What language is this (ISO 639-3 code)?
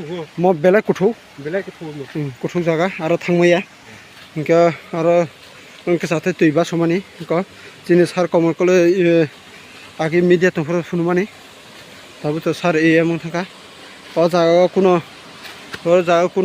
trp